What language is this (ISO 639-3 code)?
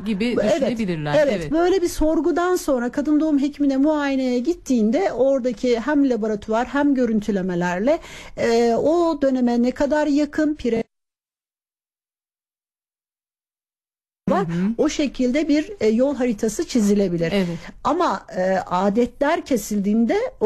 tur